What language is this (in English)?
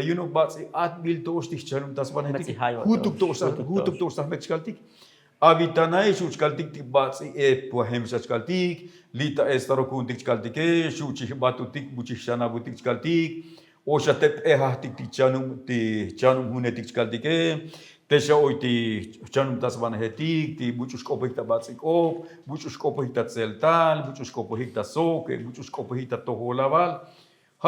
Tzotzil